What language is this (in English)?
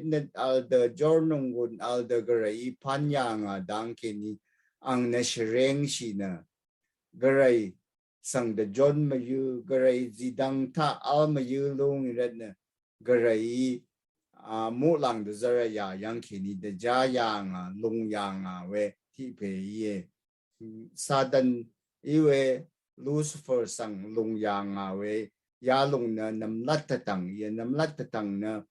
Rawang